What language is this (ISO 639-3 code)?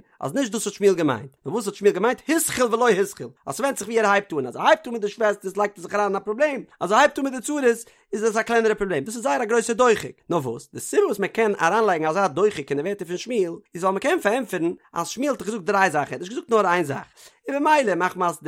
yid